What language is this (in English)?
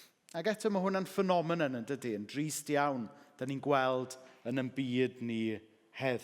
Welsh